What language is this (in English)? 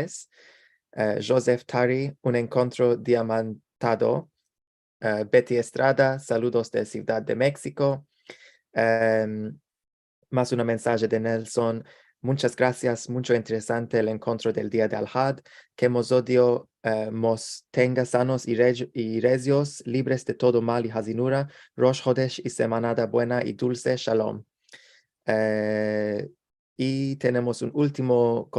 Ladino